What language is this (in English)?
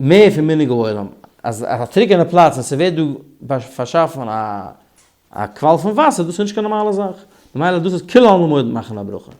Yiddish